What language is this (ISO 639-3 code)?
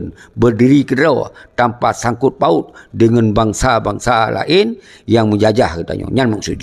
ace